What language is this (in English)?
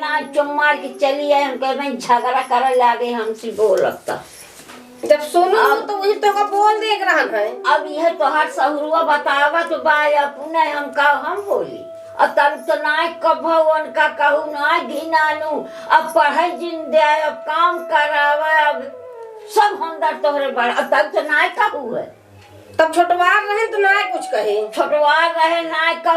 Awadhi